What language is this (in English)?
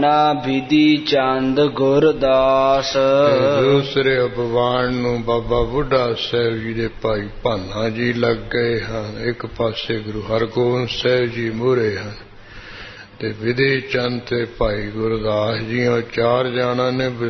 Punjabi